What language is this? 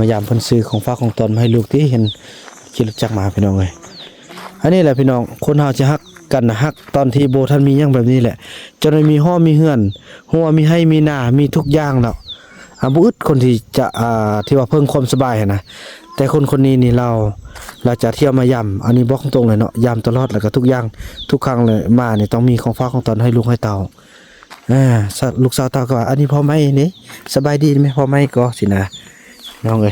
Northeastern Thai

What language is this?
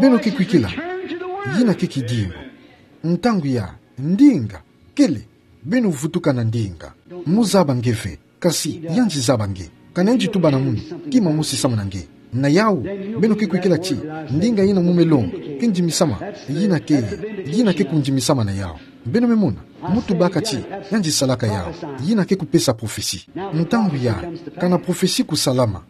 Kituba (Democratic Republic of Congo)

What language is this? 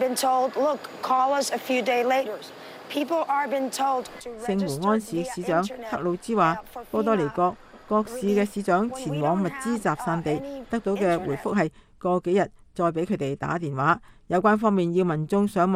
Cantonese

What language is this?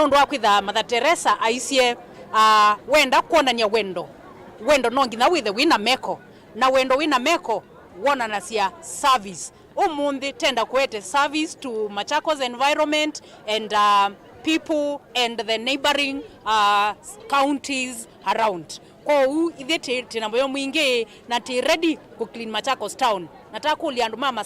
Kamba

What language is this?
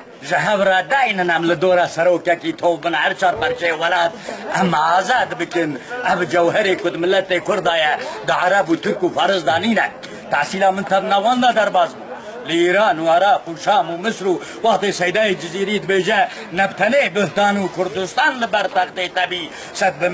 Kurdish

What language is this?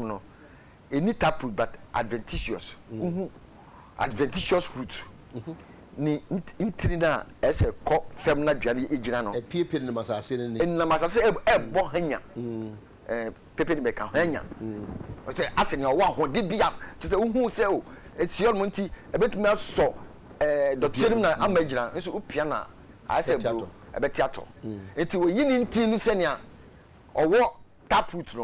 Akan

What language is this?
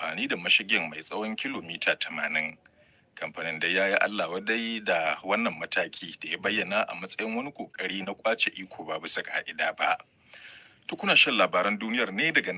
Hausa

